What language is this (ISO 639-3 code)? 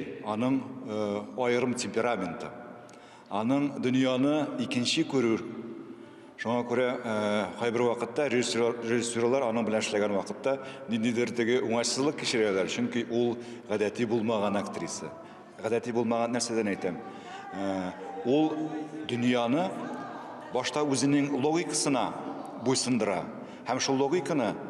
tat